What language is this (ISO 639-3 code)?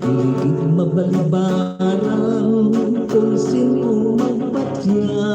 hil